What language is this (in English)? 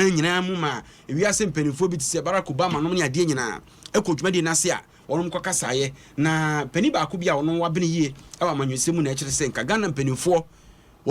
Akan